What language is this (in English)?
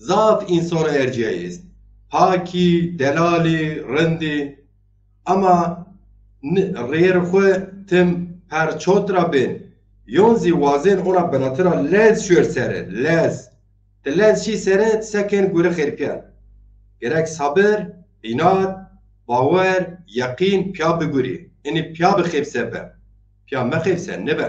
Zaza